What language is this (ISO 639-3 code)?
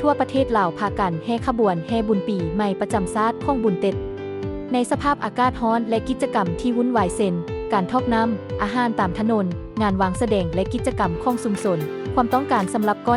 lao